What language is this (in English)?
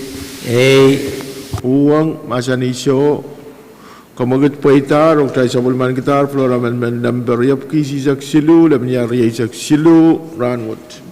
Pohnpeian